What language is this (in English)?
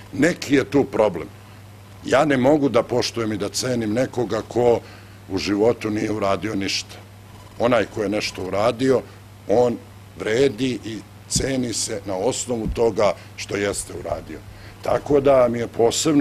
Serbian